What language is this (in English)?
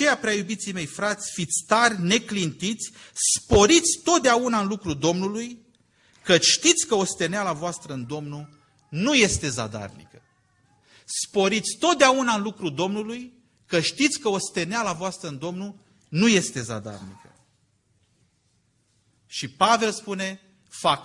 Romanian